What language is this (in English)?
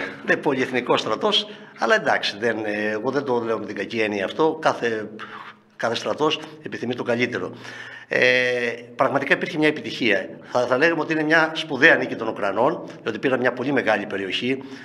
Greek